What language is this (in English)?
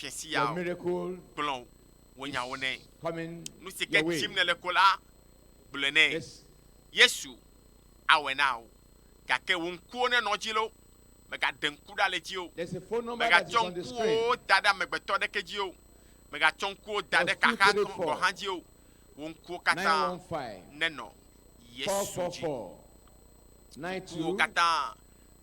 Ewe